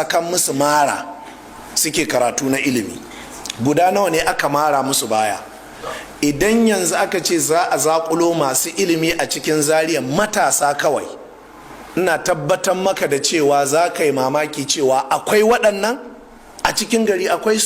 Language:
Hausa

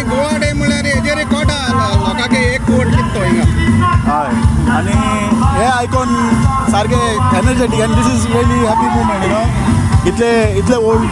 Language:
Konkani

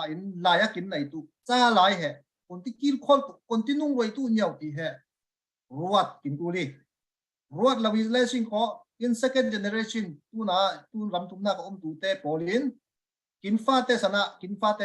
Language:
Falam Chin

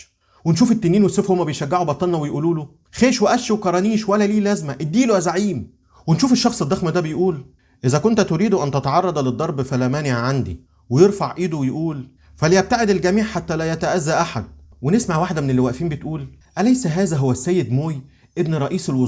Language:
Egyptian Arabic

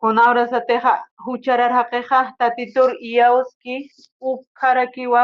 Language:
Aymara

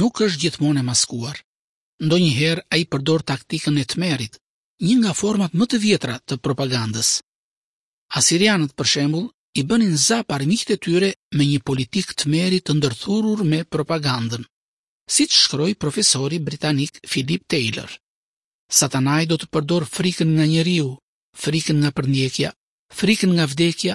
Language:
Albanian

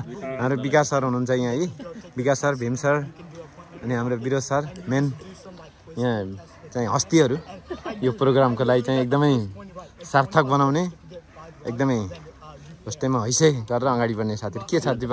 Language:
Nepali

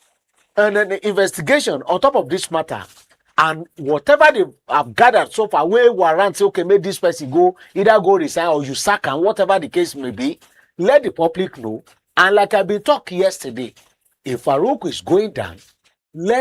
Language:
Nigerian Pidgin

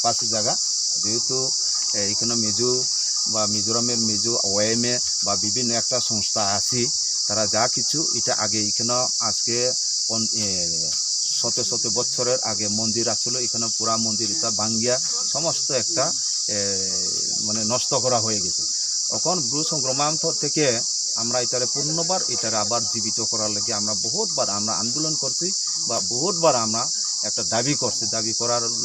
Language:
Riang (India)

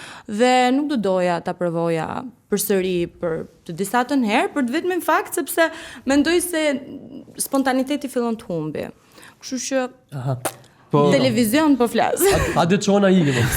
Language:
Albanian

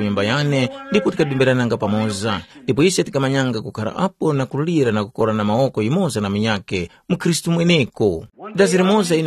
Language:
Tumbuka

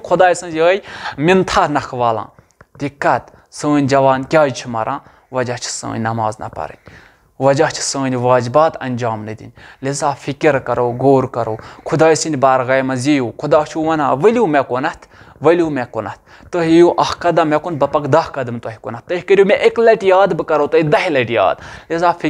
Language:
Kashmiri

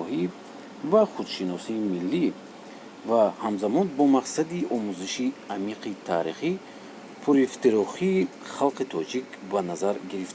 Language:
Tajik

